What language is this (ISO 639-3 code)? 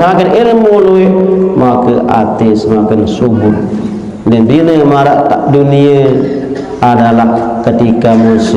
sas